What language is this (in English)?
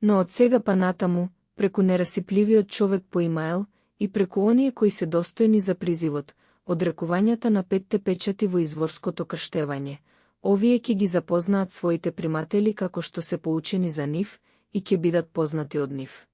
Macedonian